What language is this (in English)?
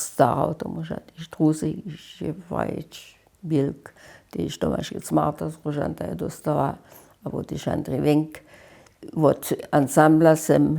Upper Sorbian